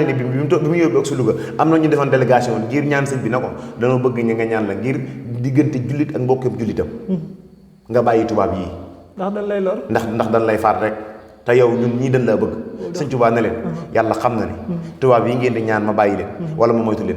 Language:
Wolof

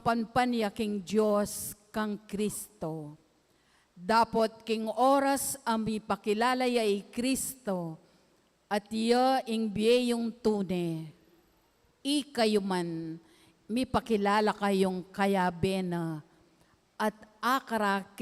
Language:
Pampanga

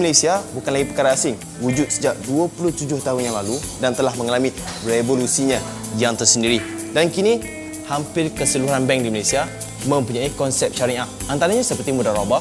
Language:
Malay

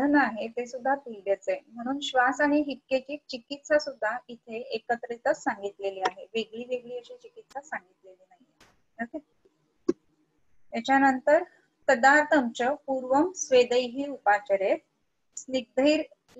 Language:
Marathi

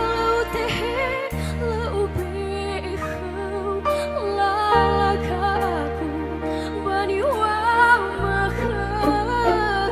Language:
Nias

